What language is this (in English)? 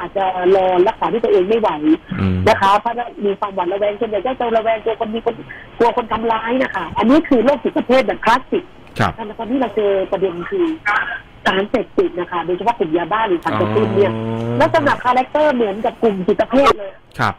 Thai